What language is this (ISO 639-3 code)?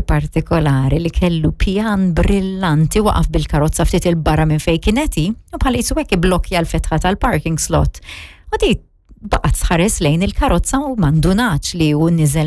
mlt